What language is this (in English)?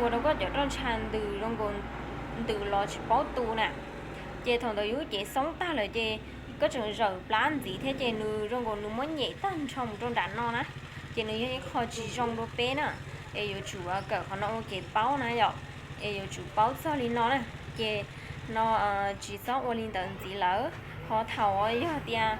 Hmong